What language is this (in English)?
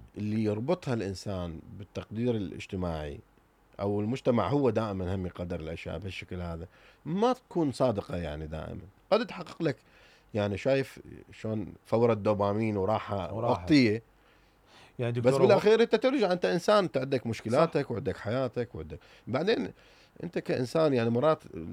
Mesopotamian Arabic